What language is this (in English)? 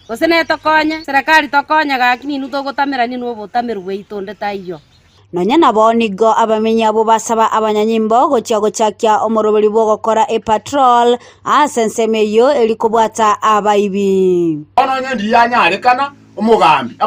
Gusii